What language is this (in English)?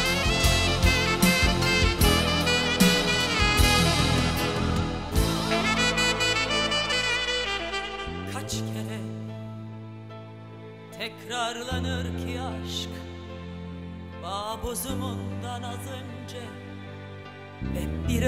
Turkish